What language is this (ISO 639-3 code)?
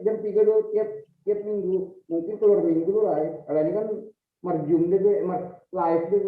bts